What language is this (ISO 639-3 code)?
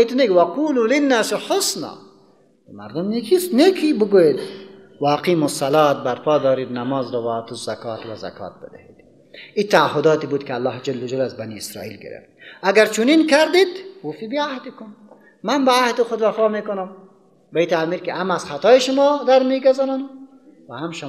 fas